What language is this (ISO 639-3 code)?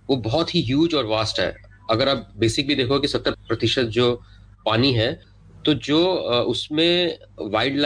hin